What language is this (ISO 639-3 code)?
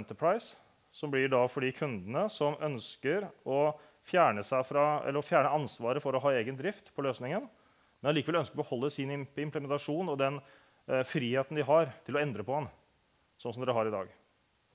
nor